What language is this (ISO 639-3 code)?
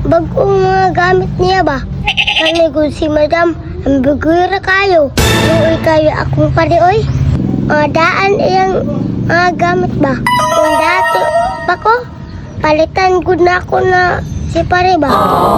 ceb